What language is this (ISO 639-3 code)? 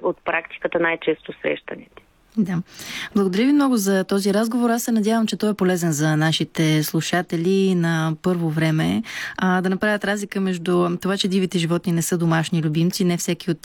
bul